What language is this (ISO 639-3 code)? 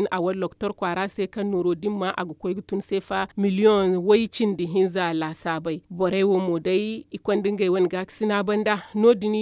dje